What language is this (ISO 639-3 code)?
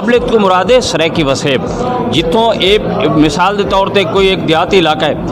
skr